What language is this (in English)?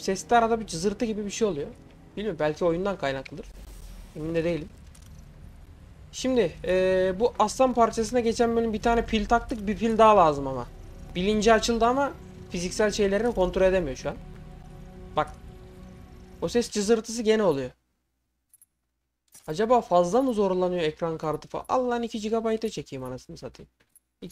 Turkish